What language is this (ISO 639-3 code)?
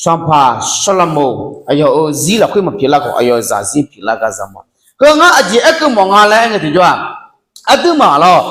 ahk